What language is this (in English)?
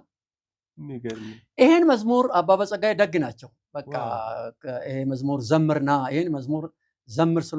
Amharic